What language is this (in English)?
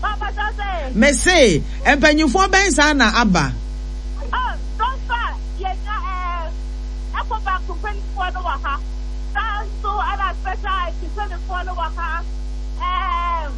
Akan